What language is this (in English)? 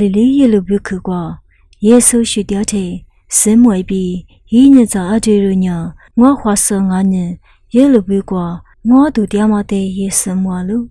Lisu